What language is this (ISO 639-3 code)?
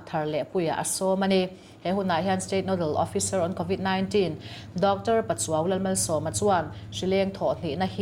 lus